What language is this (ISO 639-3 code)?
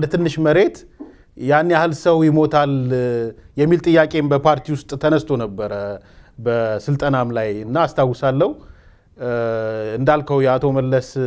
amh